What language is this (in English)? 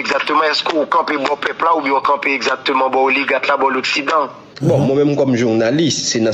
Haitian Creole